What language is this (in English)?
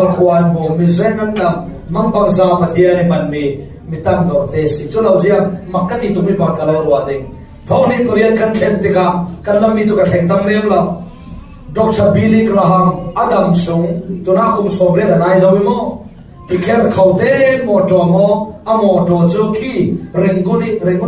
Falam Chin